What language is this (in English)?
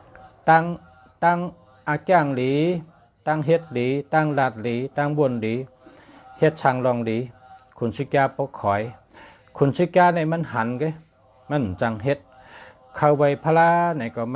Shan